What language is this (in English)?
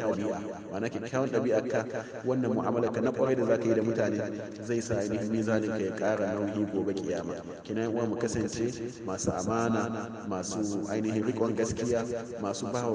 Hausa